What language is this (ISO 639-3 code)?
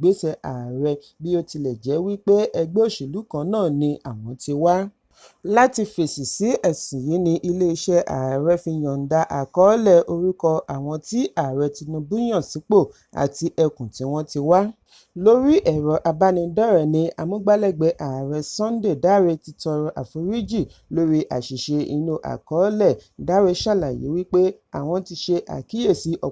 yor